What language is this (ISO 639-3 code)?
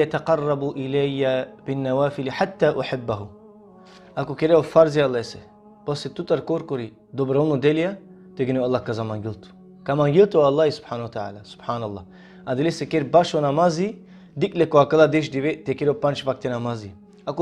rmn